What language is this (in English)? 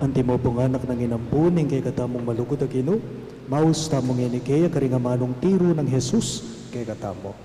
Pampanga